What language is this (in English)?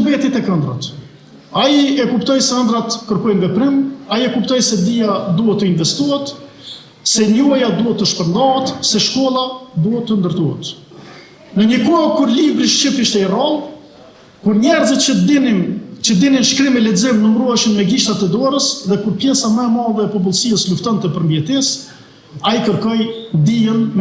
Albanian